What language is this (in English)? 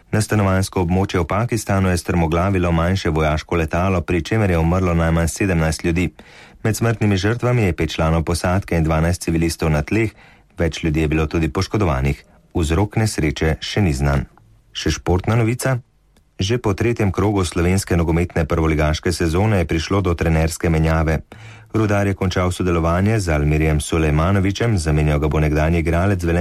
Slovenian